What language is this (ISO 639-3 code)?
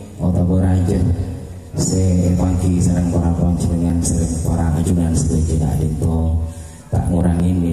mad